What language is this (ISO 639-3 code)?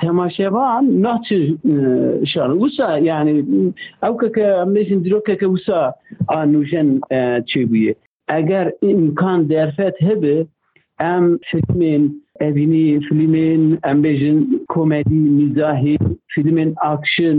kur